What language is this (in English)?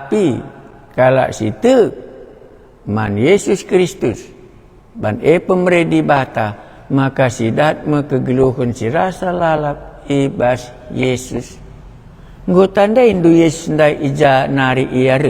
Batak Karo